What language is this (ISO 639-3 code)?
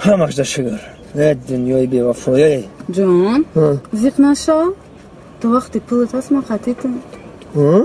tgk